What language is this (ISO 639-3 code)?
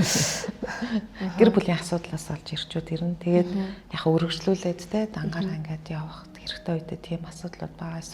mon